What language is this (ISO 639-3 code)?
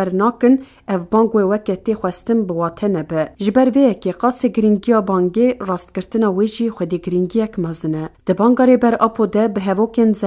kur